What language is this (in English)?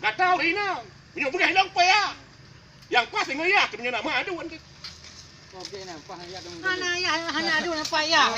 Achinese